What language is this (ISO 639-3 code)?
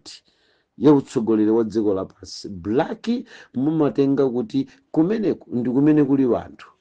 nya